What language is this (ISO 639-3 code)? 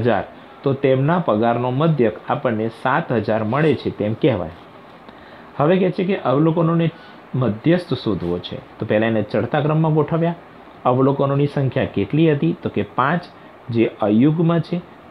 guj